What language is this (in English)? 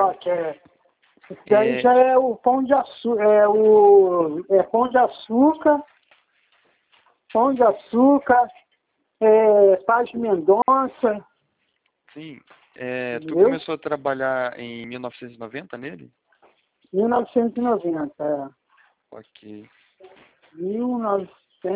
Portuguese